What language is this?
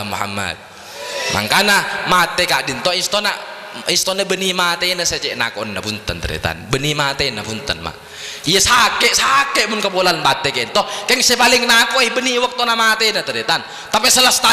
Madurese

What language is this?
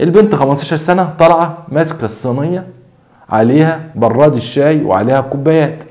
Egyptian Arabic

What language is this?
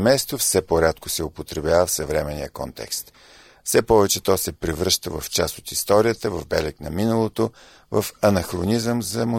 Bulgarian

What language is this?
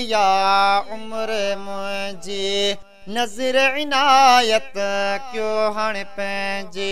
Sindhi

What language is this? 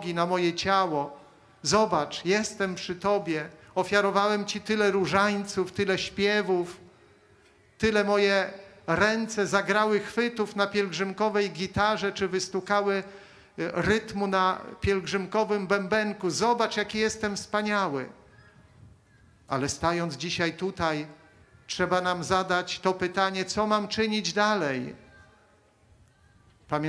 Polish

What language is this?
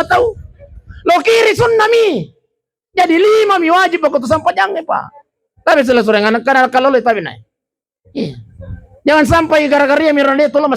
Buginese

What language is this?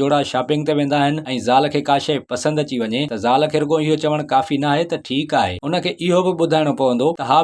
Sindhi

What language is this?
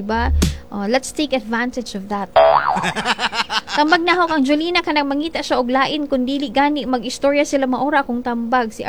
Cebuano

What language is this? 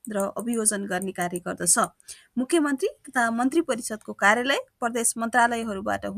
Nepali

